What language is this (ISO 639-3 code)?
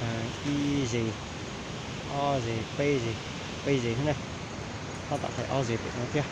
hmn